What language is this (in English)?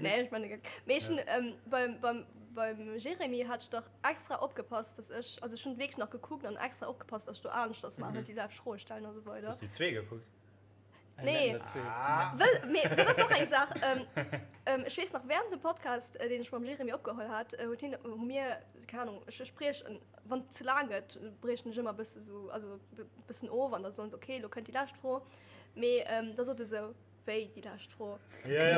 Luxembourgish